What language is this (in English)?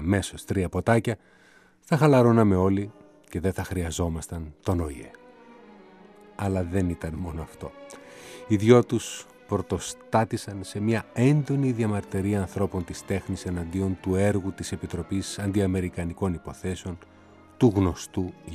Greek